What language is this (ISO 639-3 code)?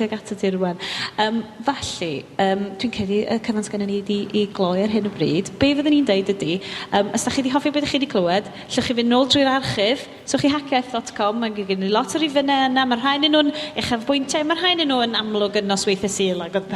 cym